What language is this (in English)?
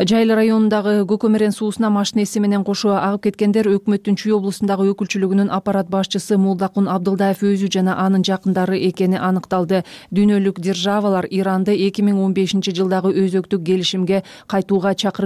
Kyrgyz